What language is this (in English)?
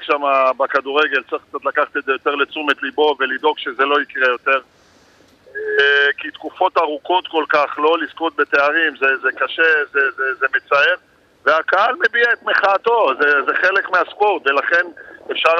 Hebrew